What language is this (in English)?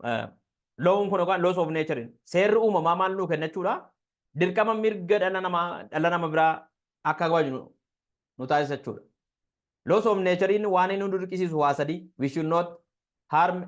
Oromo